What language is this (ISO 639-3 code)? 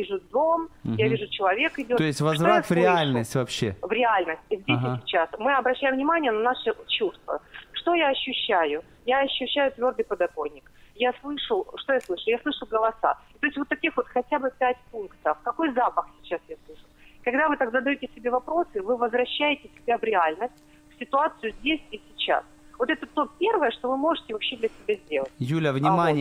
rus